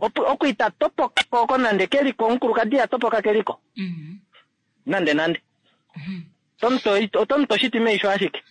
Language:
Kuanyama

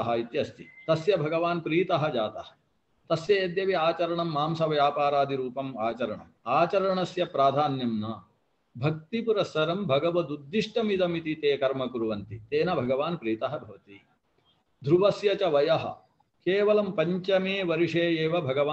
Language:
Sanskrit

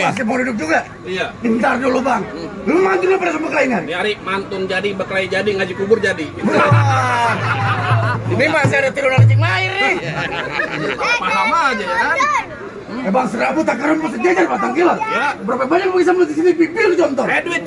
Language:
Betawi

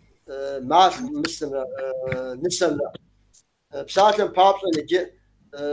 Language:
Kabardian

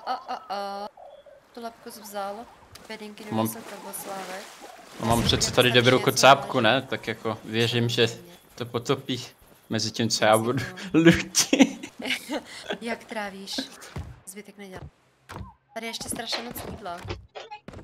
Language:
Czech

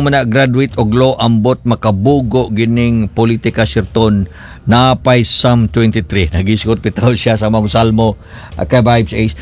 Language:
Cebuano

